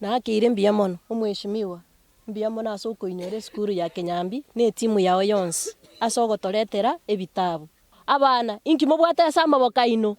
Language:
Gusii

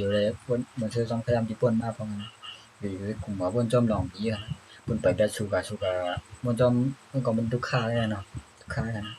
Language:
Shan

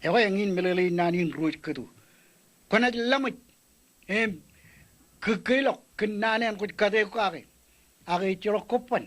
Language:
Marshallese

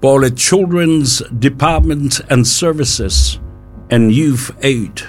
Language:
Samoan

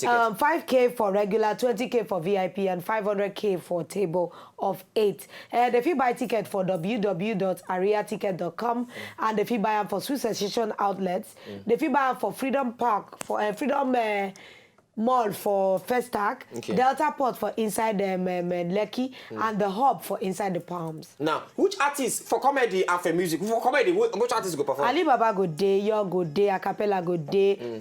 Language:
Nigerian Pidgin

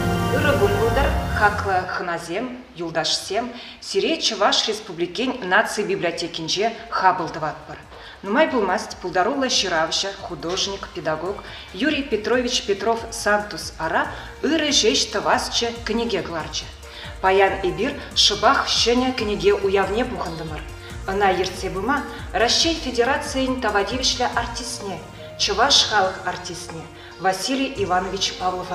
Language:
Chuvash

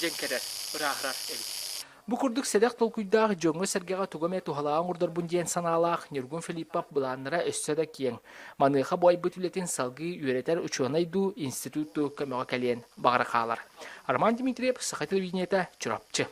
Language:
Yakut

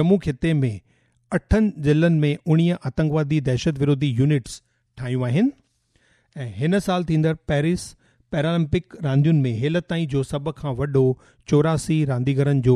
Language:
Sindhi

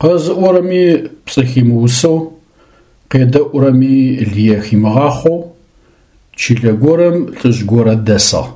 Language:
Adyghe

